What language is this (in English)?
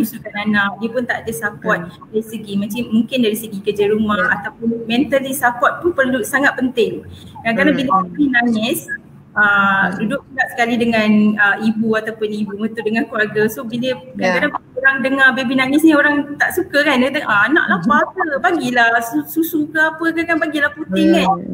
Malay